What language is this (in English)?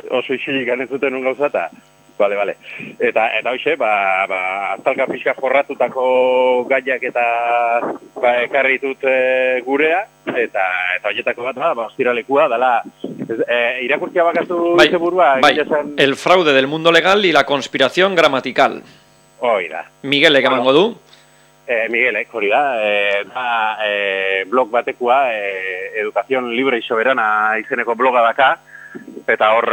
Basque